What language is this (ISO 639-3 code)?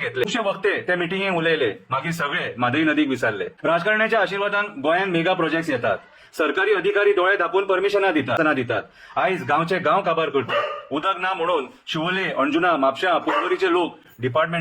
kok